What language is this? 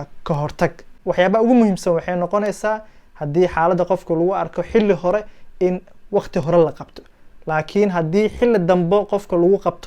Somali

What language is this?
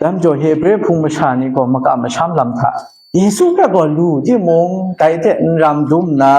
Kachin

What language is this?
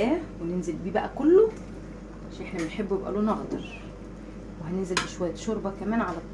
Egyptian Arabic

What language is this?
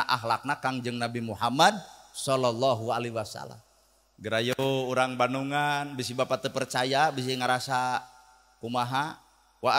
Sundanese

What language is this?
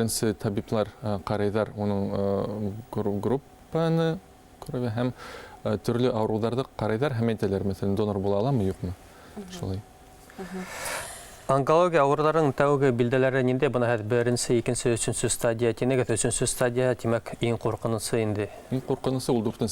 Bashkir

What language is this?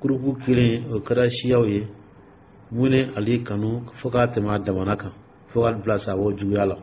Dyula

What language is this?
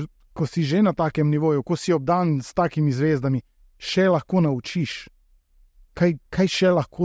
Slovenian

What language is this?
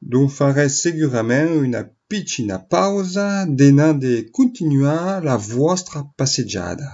Occitan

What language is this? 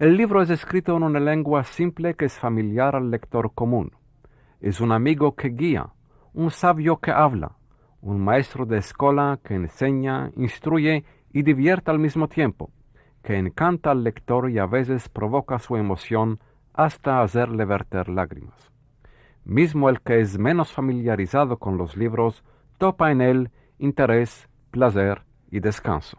Ladino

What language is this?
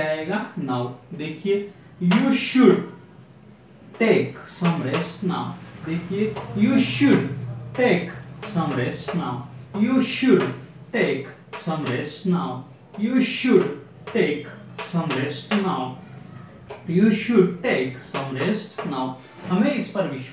Hindi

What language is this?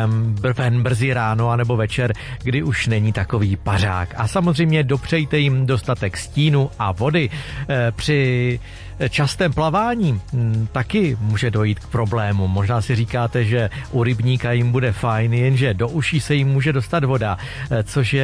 Czech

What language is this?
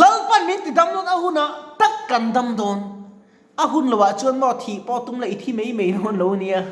Mizo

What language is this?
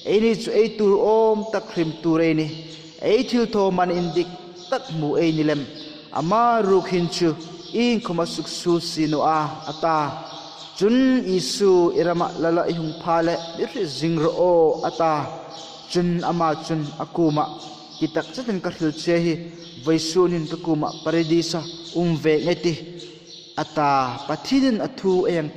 Hmar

